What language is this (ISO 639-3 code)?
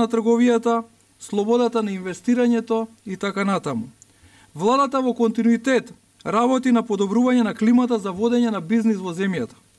mkd